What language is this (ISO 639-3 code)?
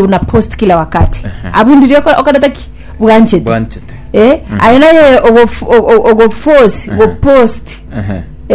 guz